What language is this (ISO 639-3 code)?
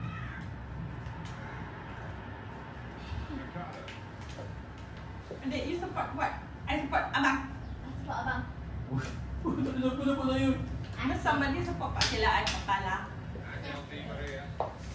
msa